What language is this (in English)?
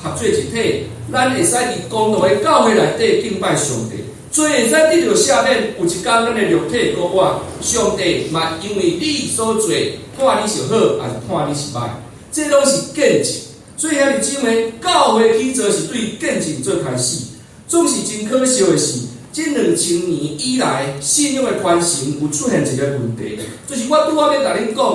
Min Nan Chinese